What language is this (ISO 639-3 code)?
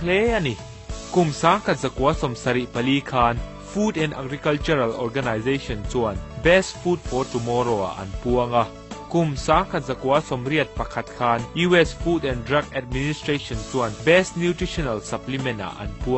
lus